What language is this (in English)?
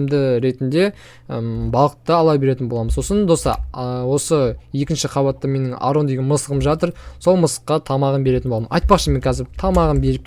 Kazakh